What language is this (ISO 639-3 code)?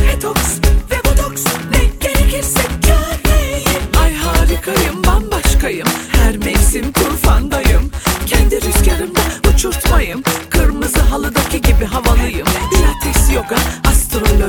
tur